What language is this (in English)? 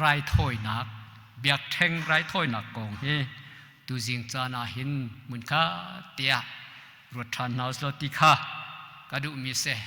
Hakha Chin